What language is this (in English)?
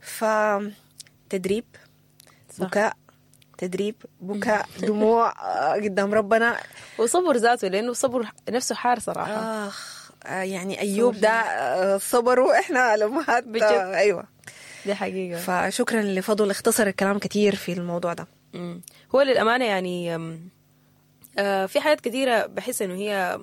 Sudanese Arabic